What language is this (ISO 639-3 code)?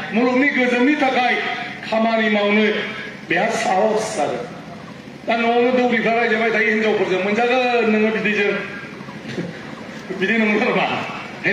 brx